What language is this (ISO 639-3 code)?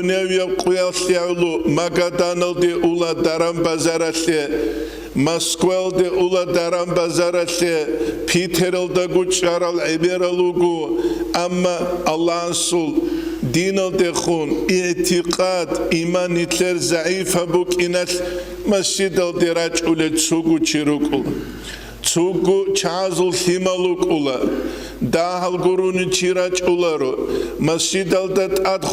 ava